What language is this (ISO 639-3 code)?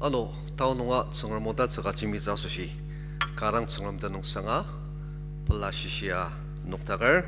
njo